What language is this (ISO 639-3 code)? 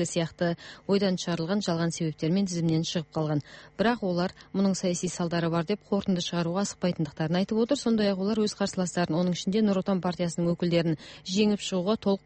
kir